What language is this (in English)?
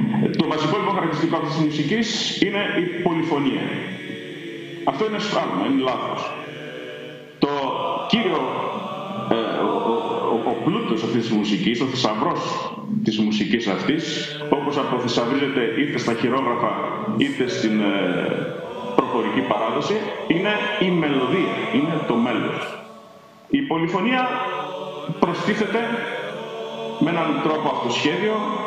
Greek